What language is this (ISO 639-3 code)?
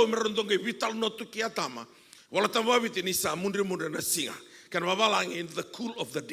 fij